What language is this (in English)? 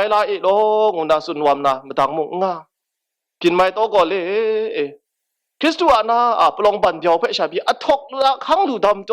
Kachin